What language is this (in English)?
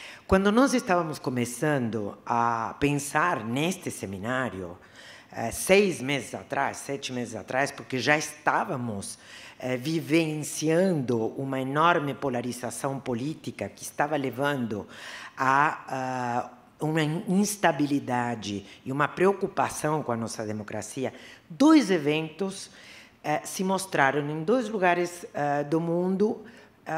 Portuguese